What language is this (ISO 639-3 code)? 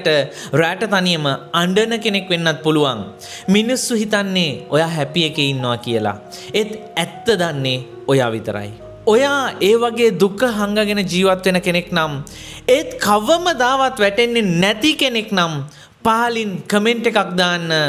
sin